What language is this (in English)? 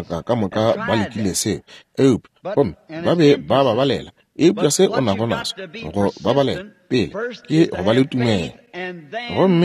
Northern Sotho